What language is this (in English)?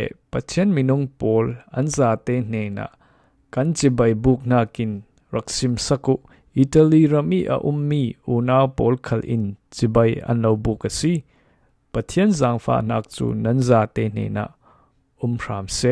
Falam Chin